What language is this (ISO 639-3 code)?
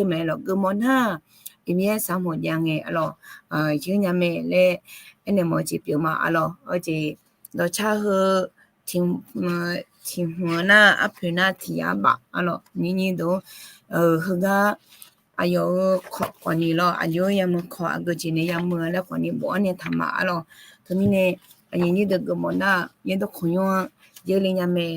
ahk